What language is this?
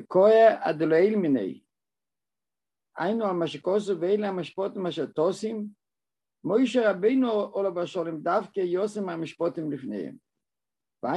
Hebrew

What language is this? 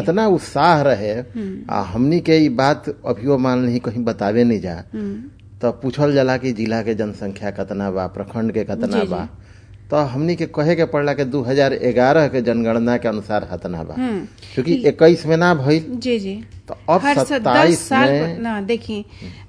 Bhojpuri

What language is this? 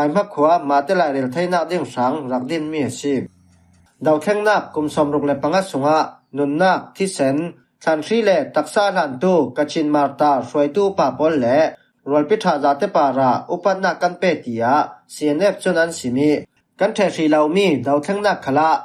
Falam Chin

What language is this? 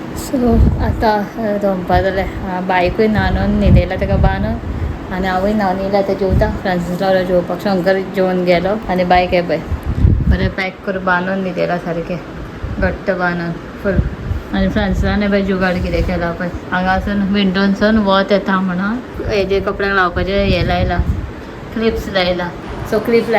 Konkani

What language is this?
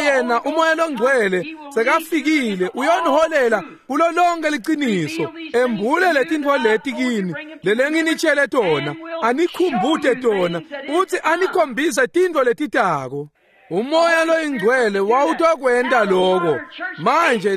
Swati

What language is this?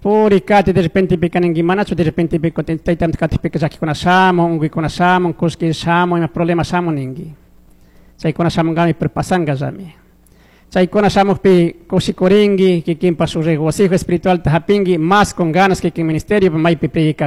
Chimborazo Highland Quichua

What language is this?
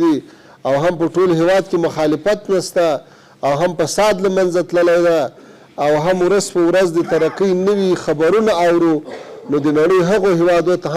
Pashto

